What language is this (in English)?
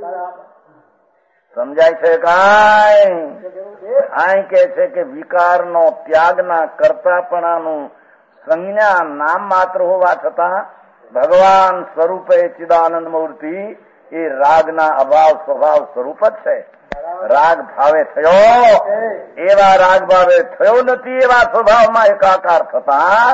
Gujarati